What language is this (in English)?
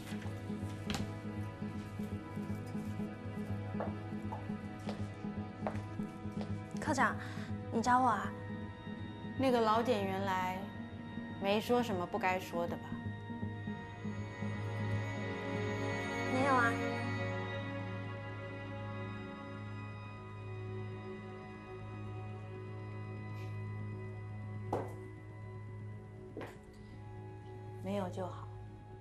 Chinese